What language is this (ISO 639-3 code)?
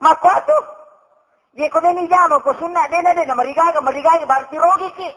bug